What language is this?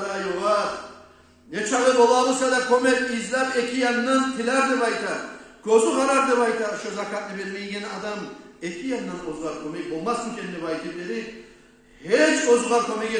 Kumyk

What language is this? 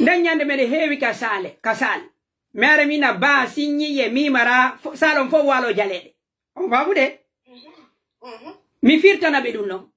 Pular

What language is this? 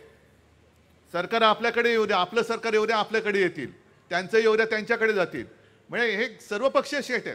Marathi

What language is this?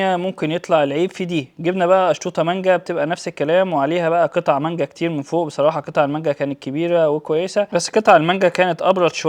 Egyptian Arabic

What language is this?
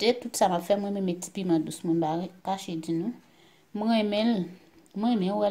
Haitian Creole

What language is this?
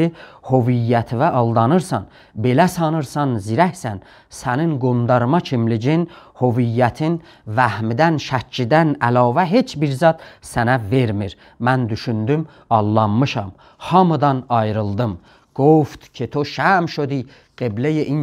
South Azerbaijani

